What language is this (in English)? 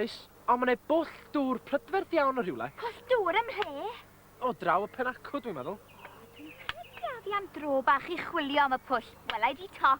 Welsh